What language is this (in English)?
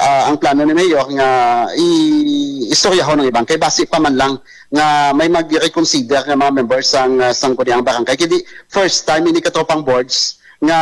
Hiligaynon